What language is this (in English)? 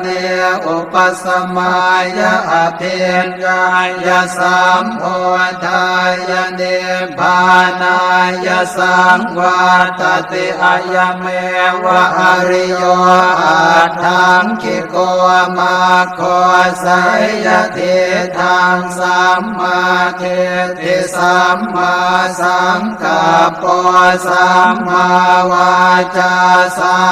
Pali